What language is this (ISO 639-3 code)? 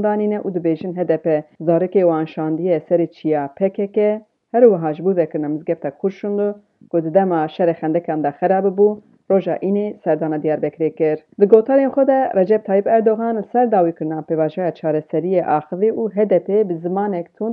kur